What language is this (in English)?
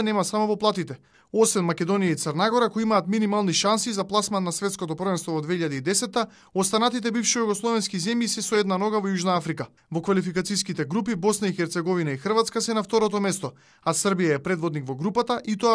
Macedonian